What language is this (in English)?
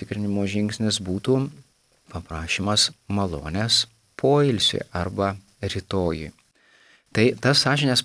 Lithuanian